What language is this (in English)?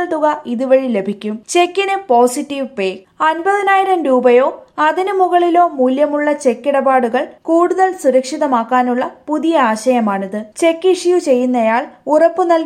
Malayalam